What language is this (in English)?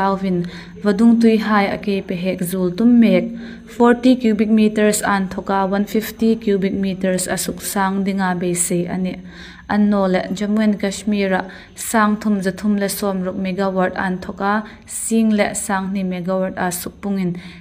Hmar